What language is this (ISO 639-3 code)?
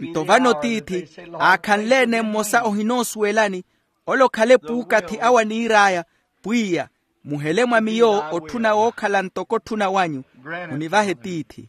vmw